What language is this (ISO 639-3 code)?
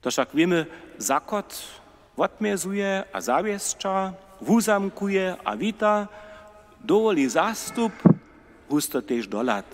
hsb